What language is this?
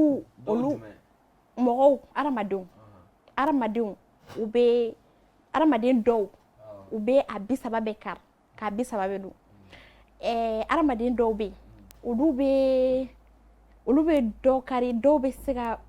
Bambara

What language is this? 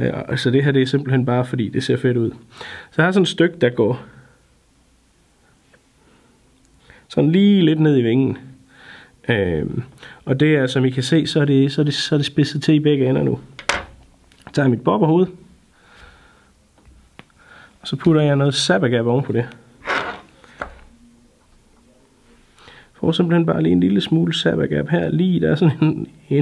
Danish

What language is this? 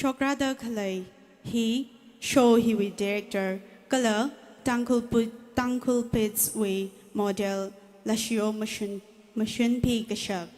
Tangkhul Naga (India)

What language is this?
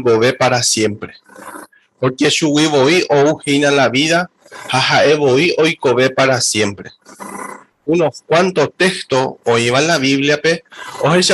Guarani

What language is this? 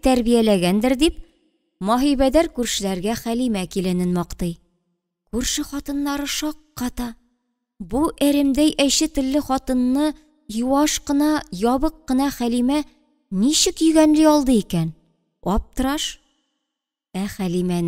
Tatar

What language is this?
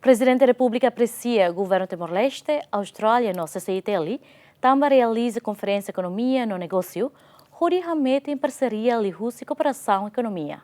Tetum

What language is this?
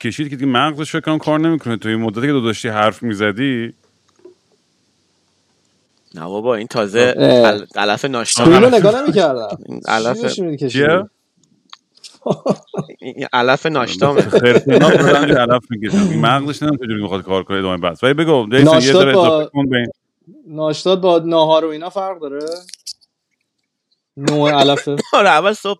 Persian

